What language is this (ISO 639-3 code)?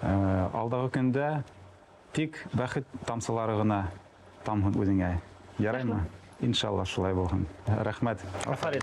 bak